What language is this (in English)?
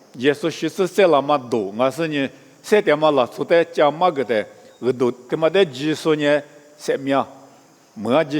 Lisu